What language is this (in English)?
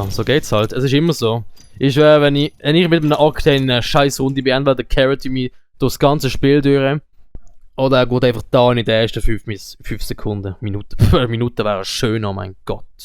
Swiss German